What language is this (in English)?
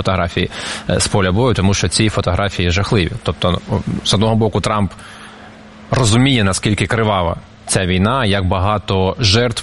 Ukrainian